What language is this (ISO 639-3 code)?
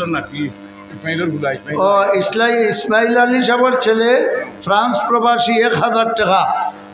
syl